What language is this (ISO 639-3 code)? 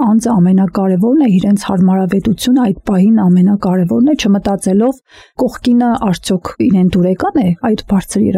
hye